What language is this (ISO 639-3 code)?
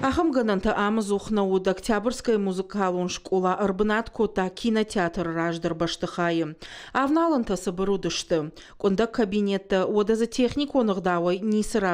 oss